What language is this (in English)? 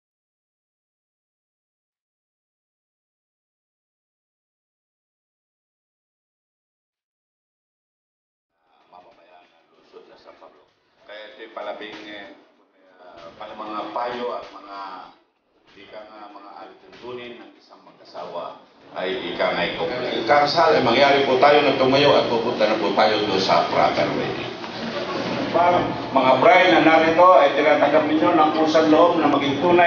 Filipino